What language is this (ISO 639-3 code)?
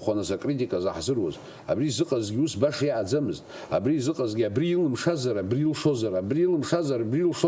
abk